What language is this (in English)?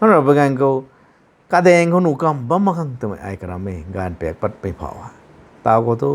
Rongmei Naga